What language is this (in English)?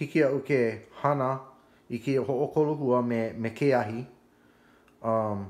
Hawaiian